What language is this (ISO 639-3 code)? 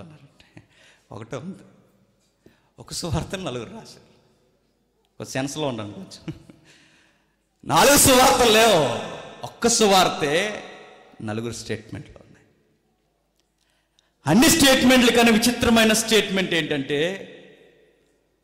tel